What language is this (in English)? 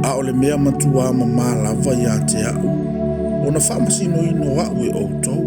Samoan